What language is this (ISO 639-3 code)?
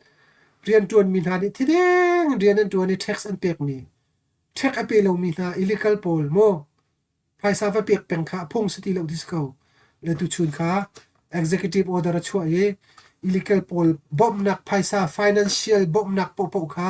cnh